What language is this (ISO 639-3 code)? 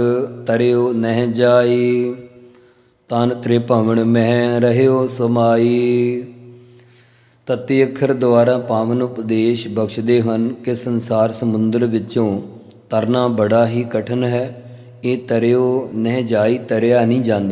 pan